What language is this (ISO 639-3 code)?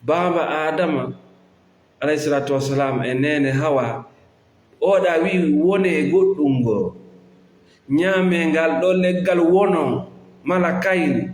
ful